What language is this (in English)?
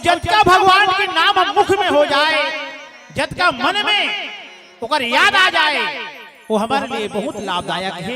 Chhattisgarhi